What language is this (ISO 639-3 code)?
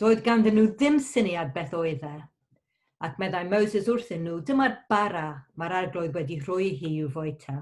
cym